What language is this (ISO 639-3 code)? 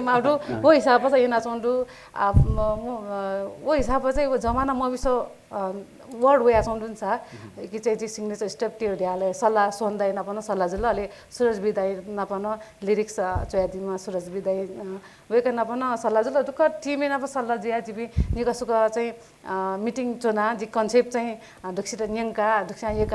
new